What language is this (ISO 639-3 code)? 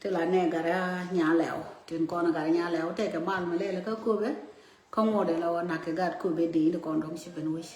nus